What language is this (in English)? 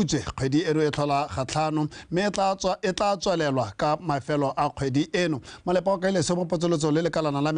Tswana